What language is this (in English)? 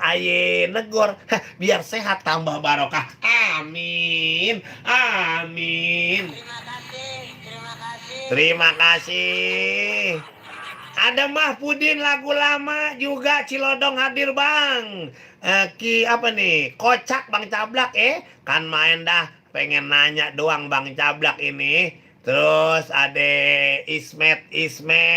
Betawi